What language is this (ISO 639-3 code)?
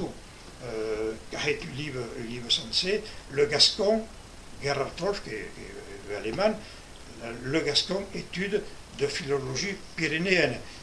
oci